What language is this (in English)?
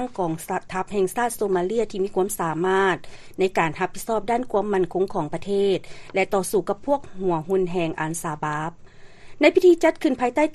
Lao